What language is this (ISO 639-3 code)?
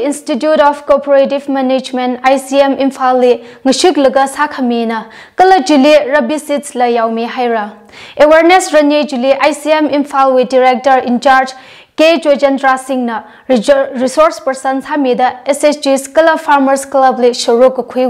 nmf